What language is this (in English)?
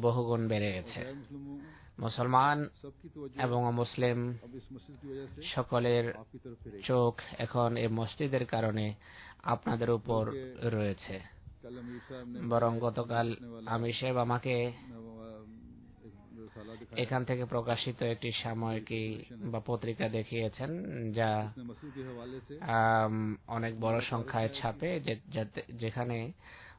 Bangla